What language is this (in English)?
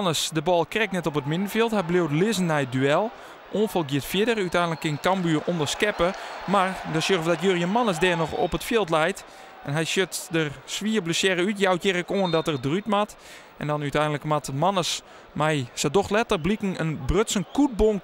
Western Frisian